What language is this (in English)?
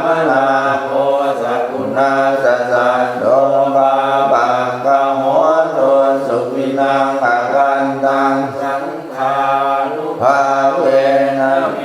Pali